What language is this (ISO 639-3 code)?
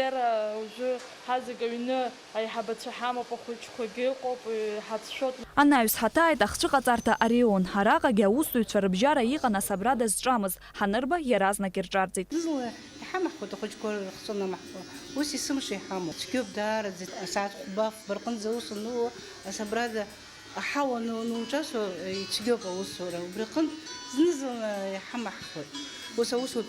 abk